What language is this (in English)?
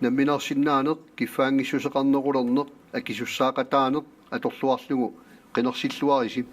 Kalaallisut